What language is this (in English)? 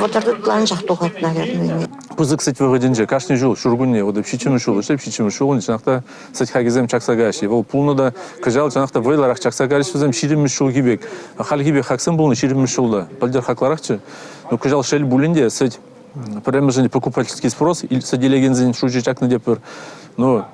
Chuvash